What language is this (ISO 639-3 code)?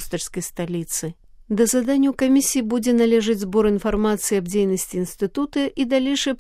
bel